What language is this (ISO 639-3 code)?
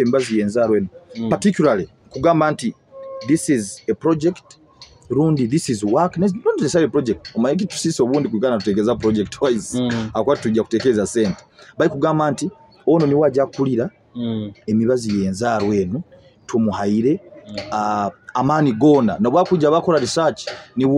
nyo